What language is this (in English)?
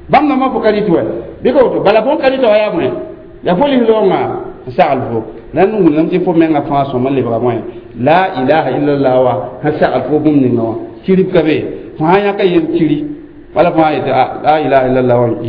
Mossi